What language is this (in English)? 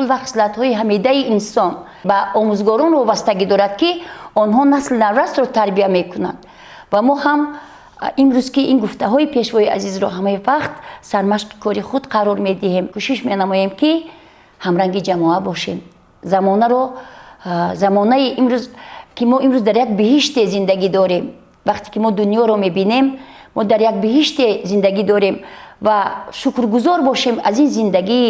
Tajik